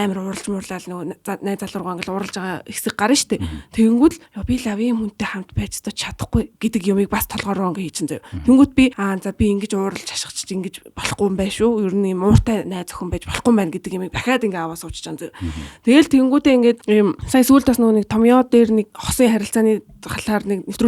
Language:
Mongolian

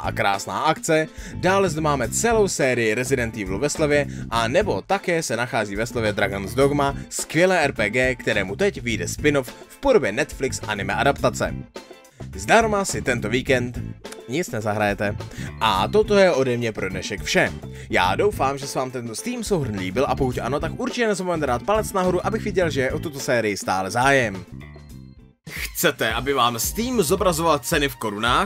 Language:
Czech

